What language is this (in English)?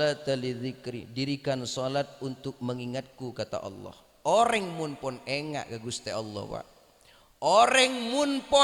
Madurese